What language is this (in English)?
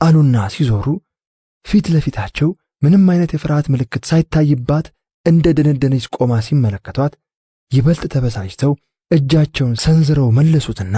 Amharic